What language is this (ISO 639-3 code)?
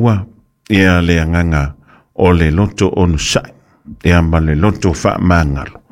smo